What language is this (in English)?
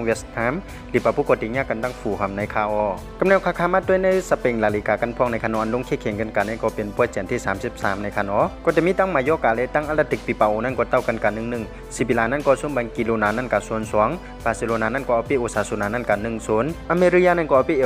Shan